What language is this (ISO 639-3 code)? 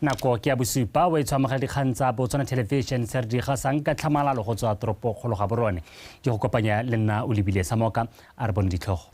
tsn